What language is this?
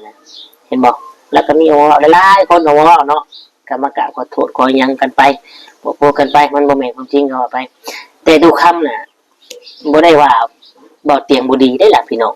Northeastern Thai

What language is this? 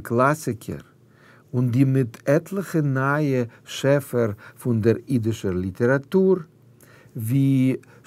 Yiddish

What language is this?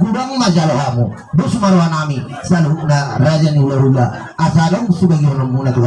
Batak Toba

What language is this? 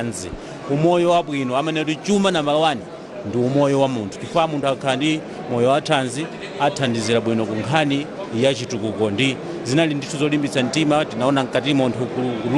Nyanja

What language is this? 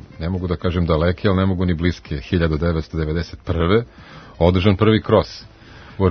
Serbian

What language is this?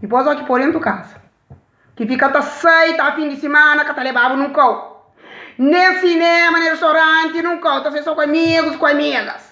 Kabuverdianu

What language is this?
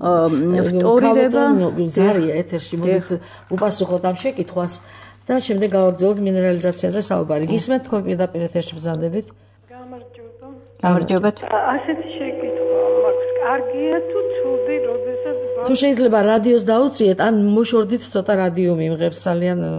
Georgian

